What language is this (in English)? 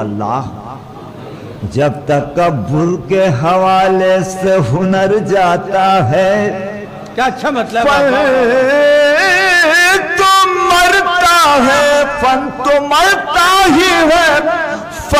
Urdu